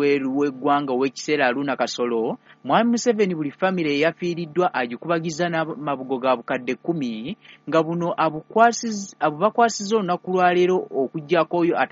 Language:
Ganda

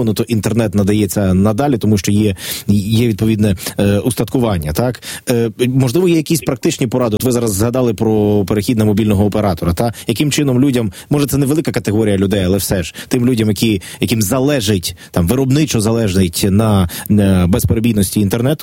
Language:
Ukrainian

